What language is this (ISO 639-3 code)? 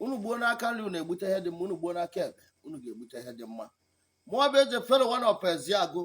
ibo